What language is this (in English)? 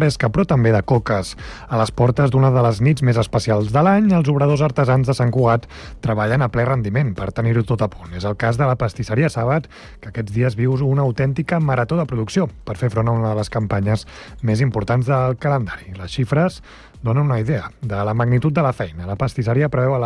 Catalan